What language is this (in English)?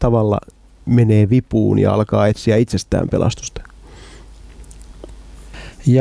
Finnish